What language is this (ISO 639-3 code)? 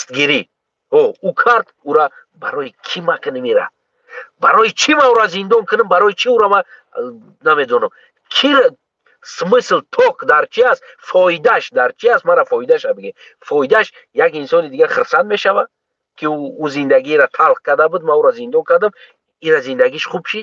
tgk